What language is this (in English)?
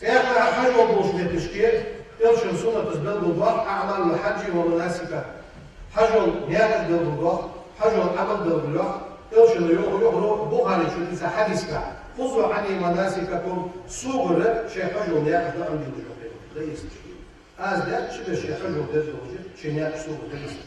Ingush